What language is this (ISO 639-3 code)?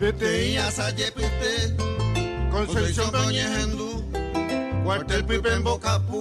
grn